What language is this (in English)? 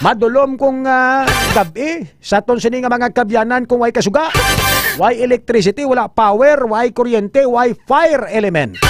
Hiligaynon